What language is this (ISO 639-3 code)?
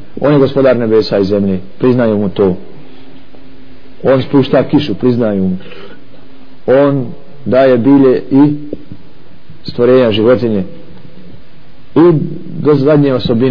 bos